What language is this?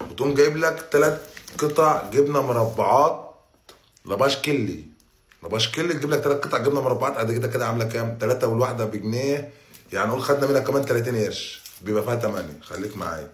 Egyptian Arabic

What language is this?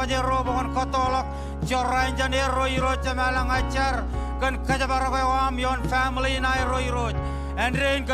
Marshallese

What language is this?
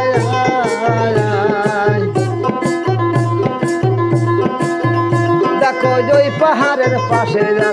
Bangla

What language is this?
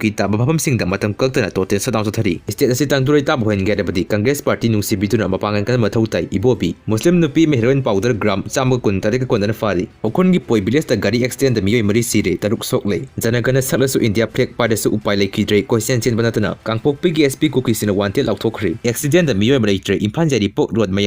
Manipuri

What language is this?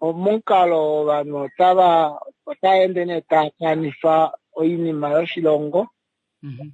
Kuanyama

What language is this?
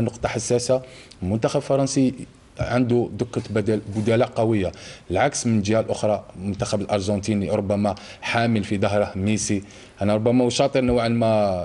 Arabic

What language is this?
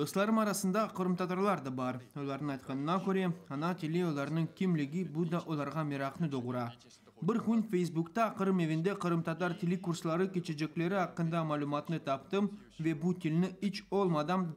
Crimean Tatar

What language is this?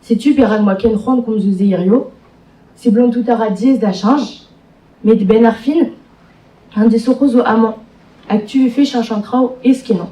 Breton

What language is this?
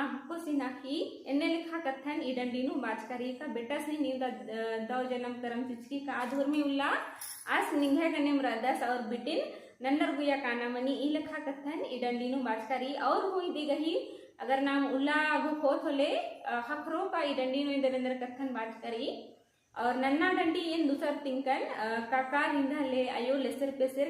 Kurukh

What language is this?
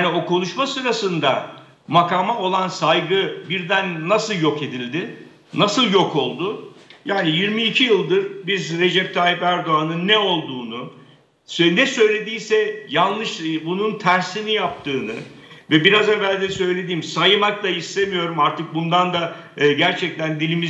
Turkish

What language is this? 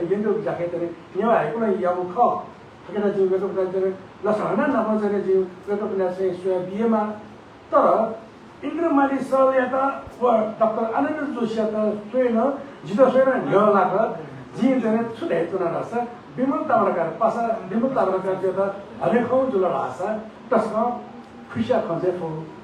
Newari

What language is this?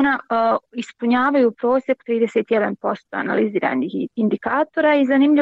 Bosnian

